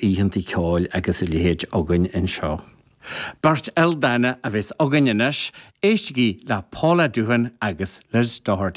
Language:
Irish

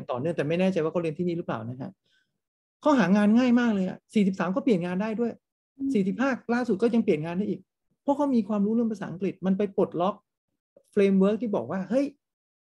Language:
Thai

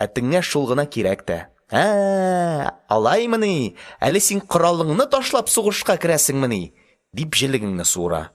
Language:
Tatar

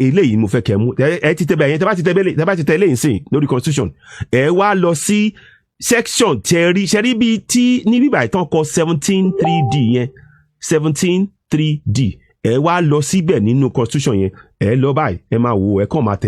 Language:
Yoruba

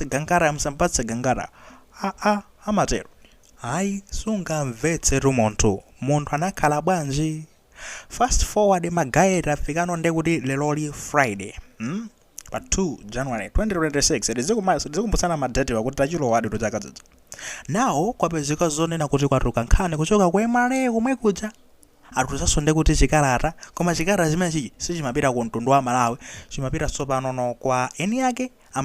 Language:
Nyanja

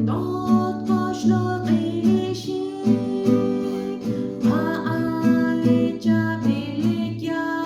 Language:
Kekchí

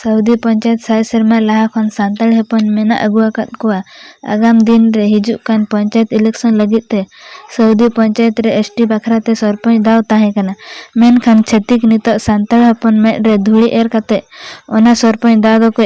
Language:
Santali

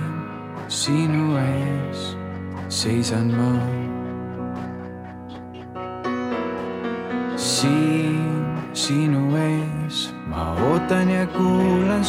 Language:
Estonian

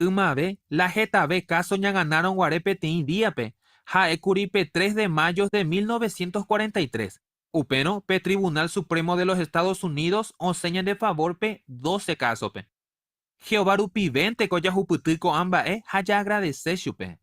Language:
Guarani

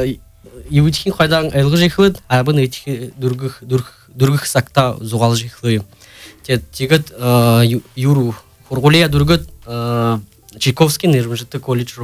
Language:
Buriat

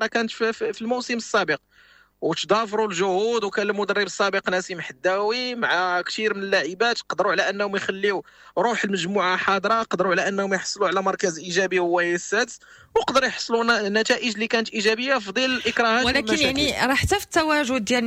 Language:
Moroccan Arabic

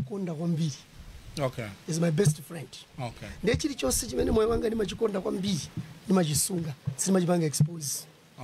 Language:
Nyanja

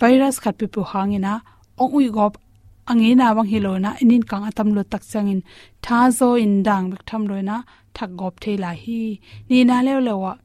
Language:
Tedim Chin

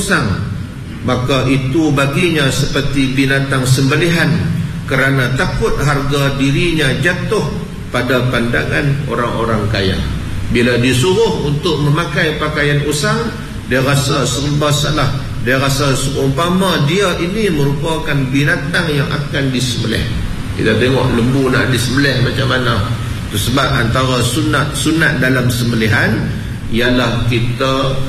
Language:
Malay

